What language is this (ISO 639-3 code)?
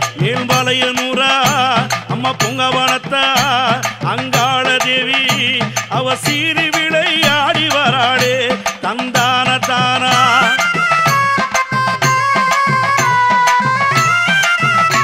tam